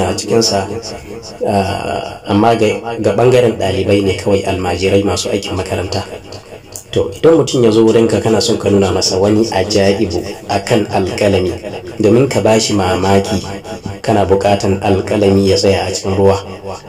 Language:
Hausa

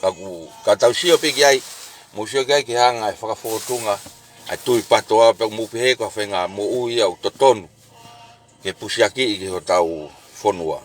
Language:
Tongan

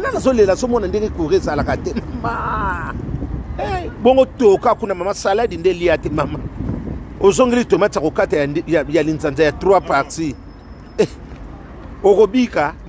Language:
Lingala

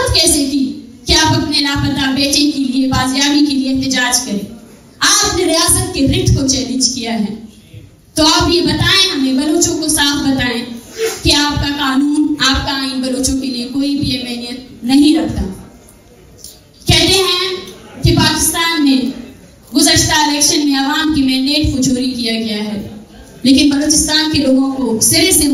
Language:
Urdu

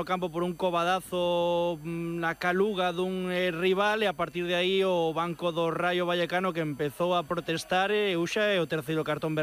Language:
Galician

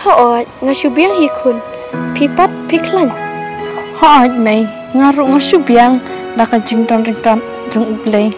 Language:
Khasi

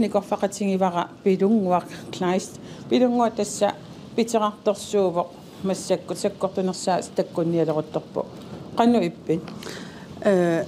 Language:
Kalaallisut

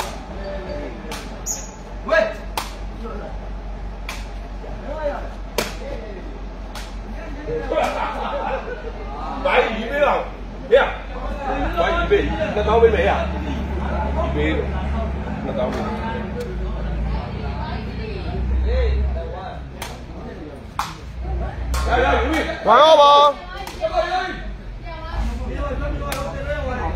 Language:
Burmese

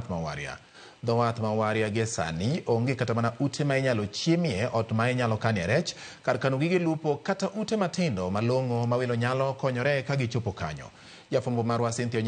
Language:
Luo (Kenya and Tanzania)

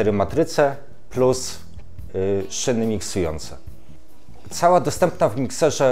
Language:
Polish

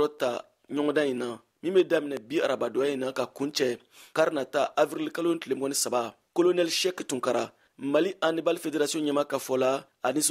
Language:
Bambara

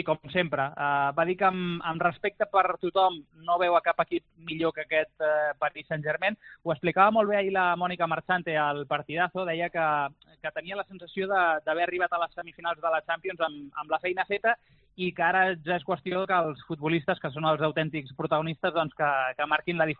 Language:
Catalan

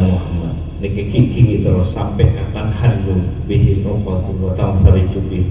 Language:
Madurese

